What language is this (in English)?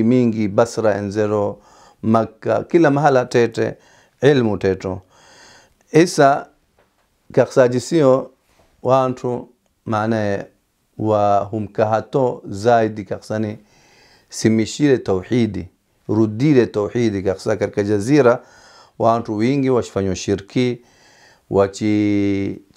Swahili